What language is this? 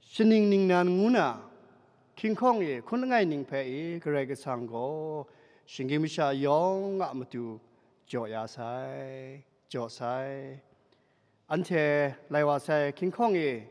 Kachin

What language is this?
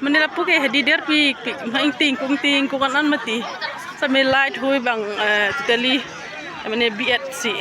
Karbi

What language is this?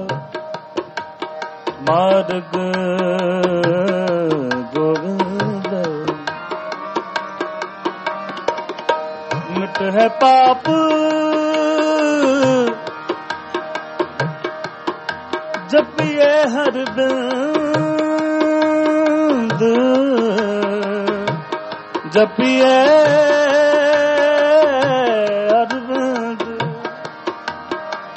Punjabi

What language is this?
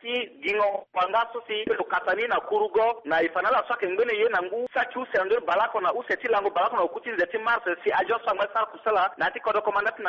Sango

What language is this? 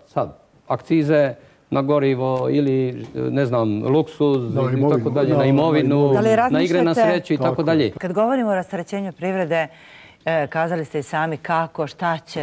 Bosnian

